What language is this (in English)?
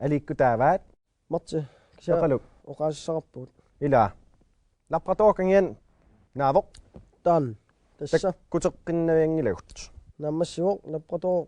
Kalaallisut